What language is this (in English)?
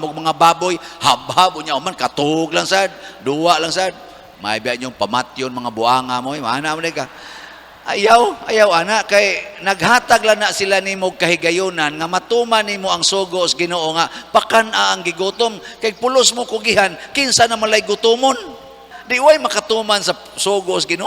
Cebuano